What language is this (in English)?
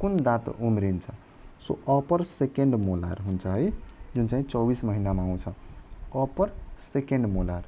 Nepali